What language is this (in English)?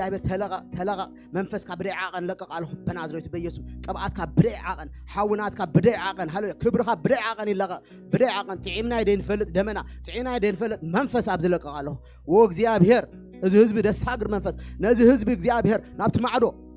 Tigrinya